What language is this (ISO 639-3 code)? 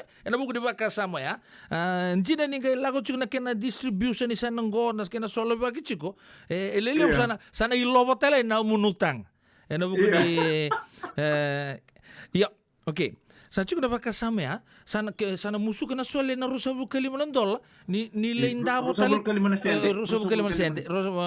fij